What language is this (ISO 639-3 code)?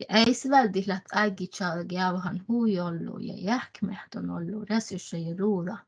sme